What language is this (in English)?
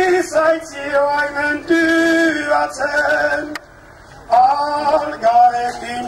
Basque